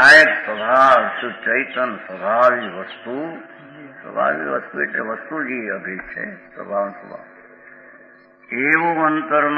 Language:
Gujarati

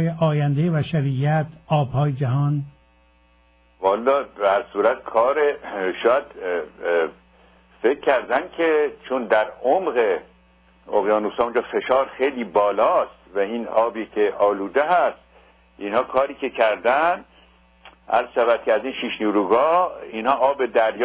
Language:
Persian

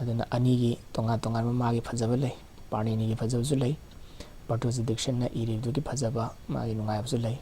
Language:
Manipuri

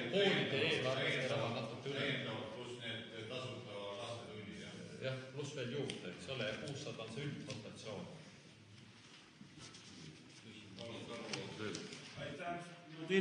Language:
Estonian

